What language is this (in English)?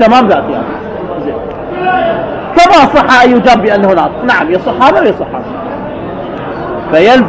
Arabic